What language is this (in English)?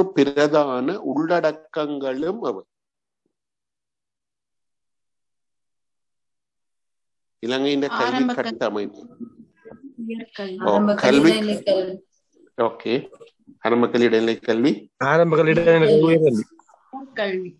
Tamil